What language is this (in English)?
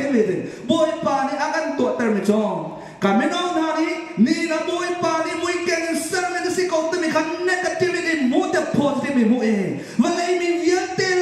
Hakha Chin